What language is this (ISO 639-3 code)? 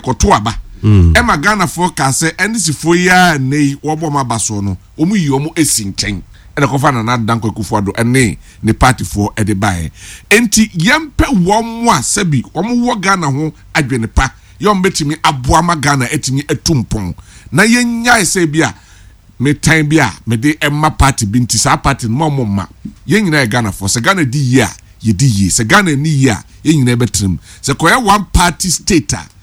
aka